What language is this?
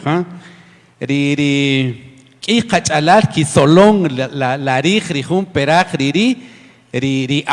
Kaqchikel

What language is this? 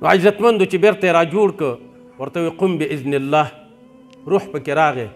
Pashto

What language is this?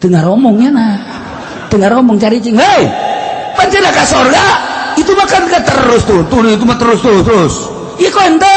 Sundanese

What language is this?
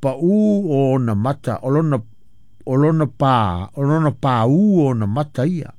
Samoan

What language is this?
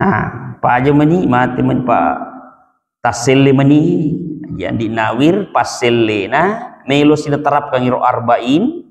Buginese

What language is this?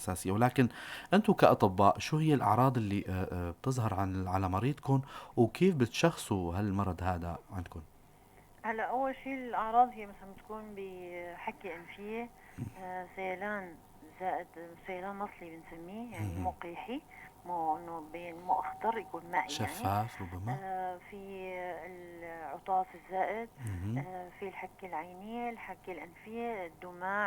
North Levantine Arabic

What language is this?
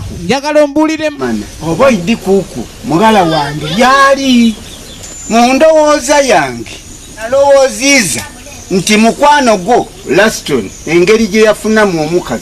Soga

